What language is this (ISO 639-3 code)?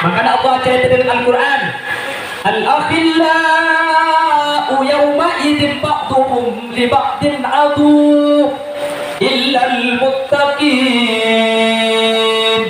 mad